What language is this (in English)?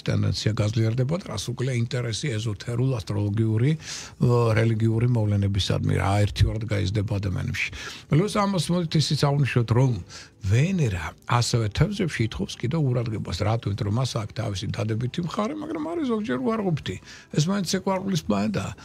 Georgian